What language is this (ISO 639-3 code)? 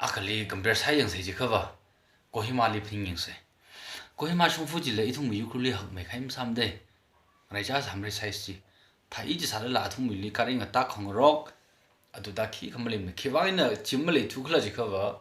nmf